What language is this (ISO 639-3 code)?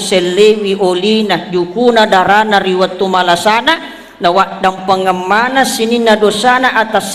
bug